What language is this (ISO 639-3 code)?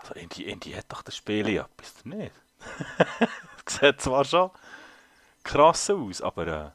gsw